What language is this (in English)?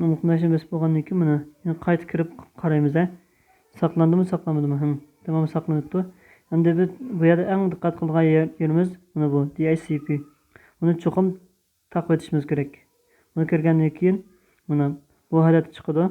Uyghur